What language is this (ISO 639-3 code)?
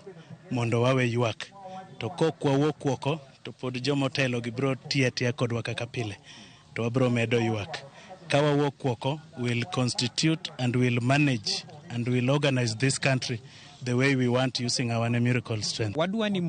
luo